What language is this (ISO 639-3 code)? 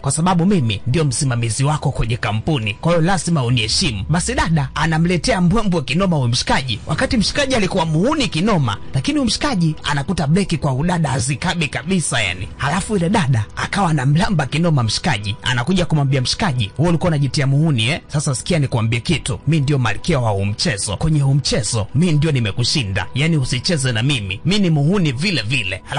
swa